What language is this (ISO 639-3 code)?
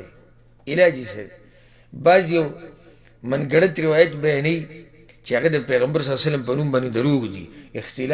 pus